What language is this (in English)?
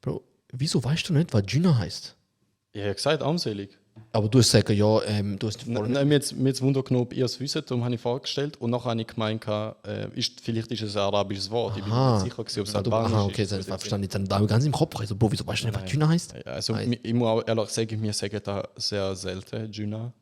Swiss German